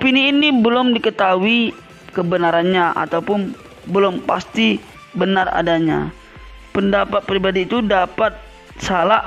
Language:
Indonesian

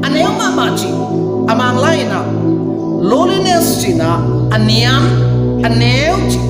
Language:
Tedim Chin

